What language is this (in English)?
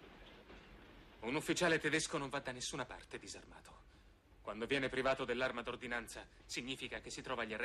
Italian